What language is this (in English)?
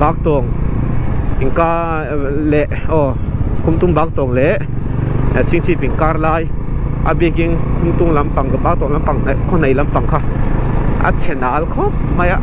Mizo